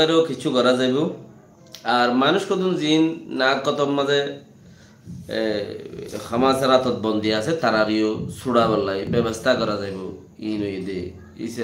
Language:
Rohingya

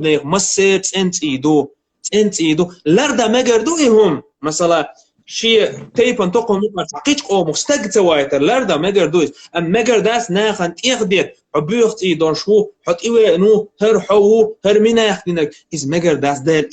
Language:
Chechen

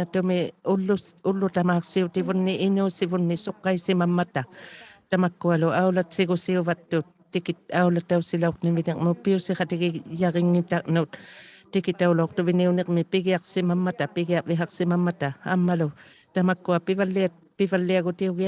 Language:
Inuktitut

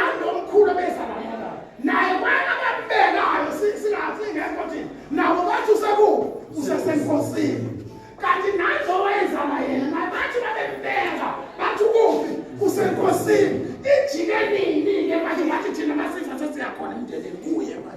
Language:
Zulu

